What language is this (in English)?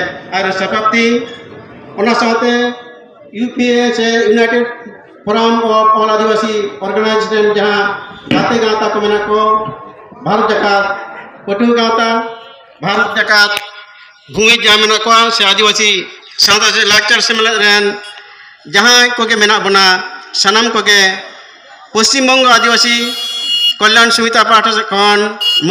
Santali